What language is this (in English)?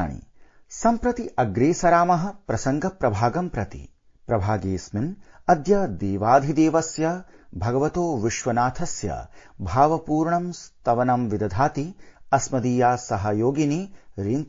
Sanskrit